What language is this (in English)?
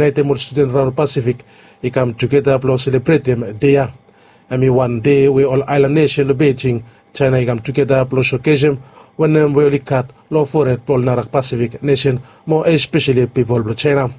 Bislama